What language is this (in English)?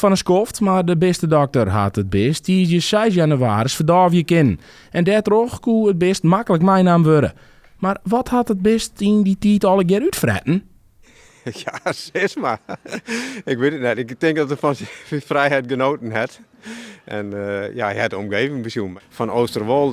Western Frisian